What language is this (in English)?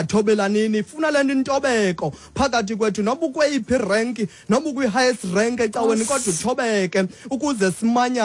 Xhosa